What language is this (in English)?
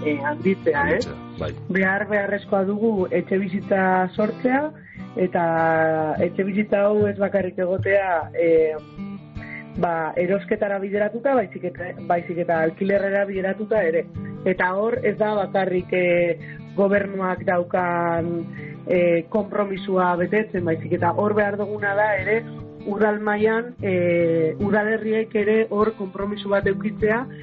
Basque